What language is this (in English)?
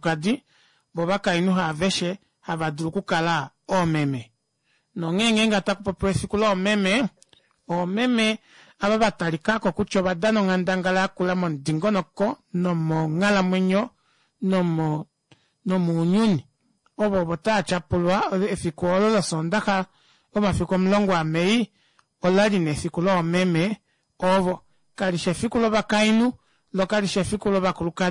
Kuanyama